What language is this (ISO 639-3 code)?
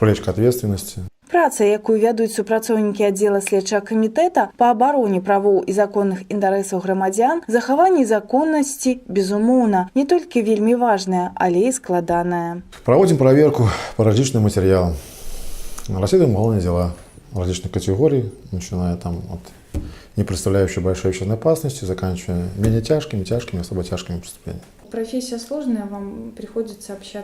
bel